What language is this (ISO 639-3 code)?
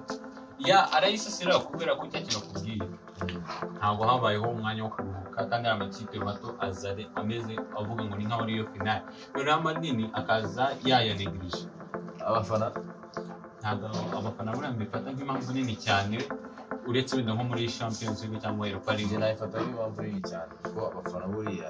kin